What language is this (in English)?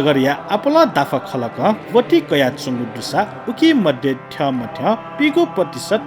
Newari